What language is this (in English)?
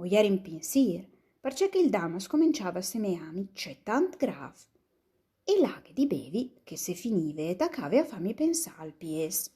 Friulian